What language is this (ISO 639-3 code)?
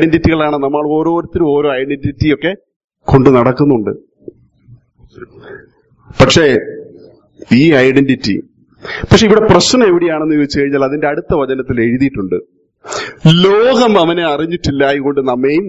mal